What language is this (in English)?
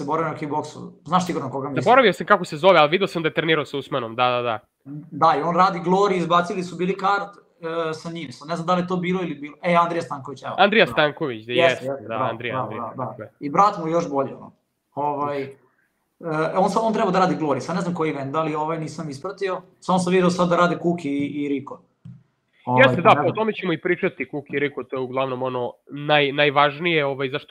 Serbian